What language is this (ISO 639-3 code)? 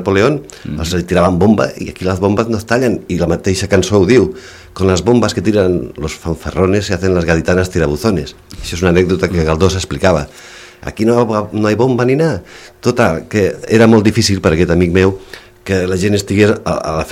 cat